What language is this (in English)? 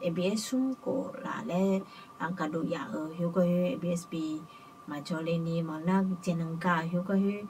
Akha